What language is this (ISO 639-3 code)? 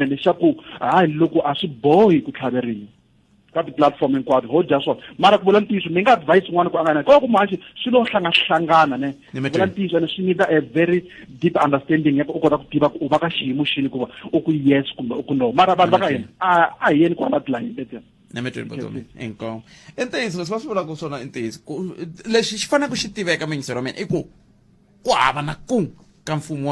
tso